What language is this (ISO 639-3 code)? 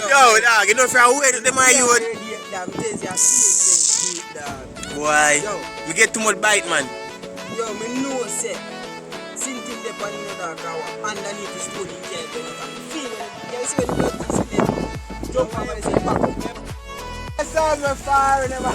jam